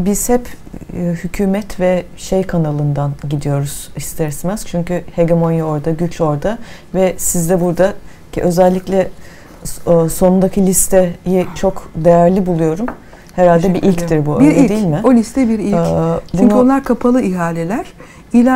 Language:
Turkish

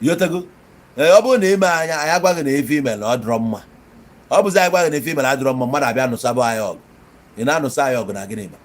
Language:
Igbo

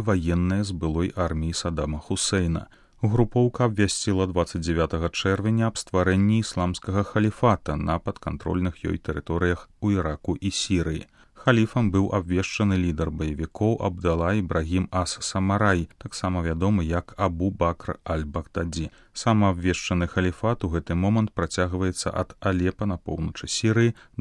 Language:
Belarusian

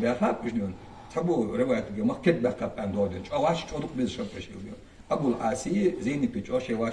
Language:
Ingush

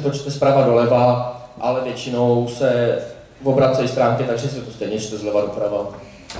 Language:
Czech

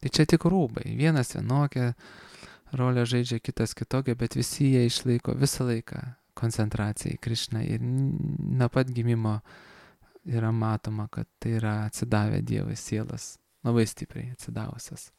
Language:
Lithuanian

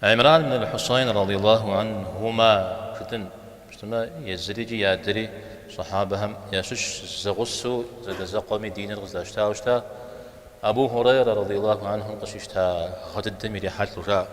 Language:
Kabardian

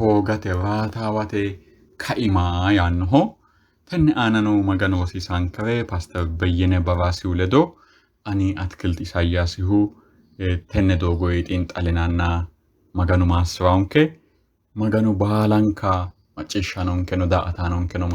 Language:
Sidamo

